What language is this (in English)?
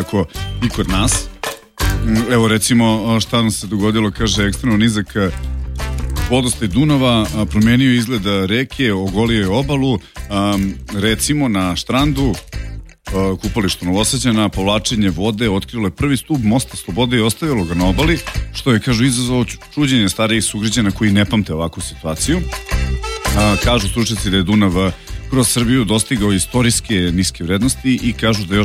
Serbian